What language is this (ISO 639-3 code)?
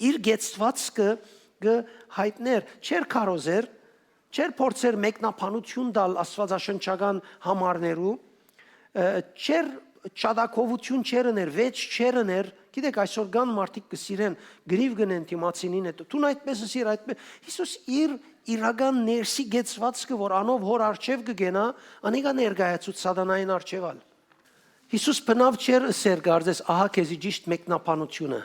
hyw